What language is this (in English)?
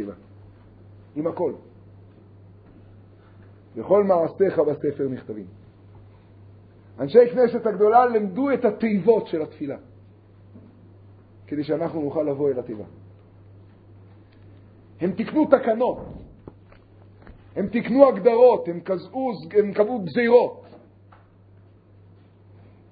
Hebrew